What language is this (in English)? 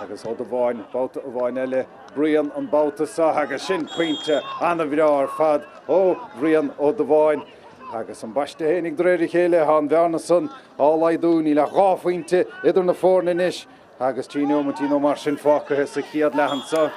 Irish